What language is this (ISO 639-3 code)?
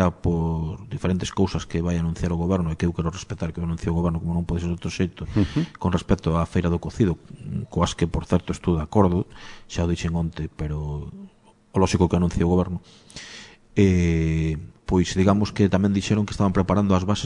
glg